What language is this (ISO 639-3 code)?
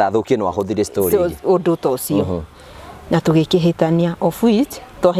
kik